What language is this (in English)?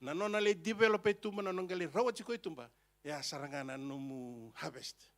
Fijian